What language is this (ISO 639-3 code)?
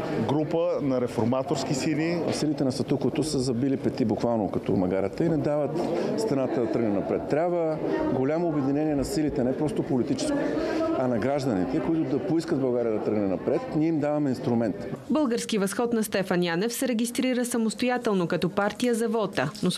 bul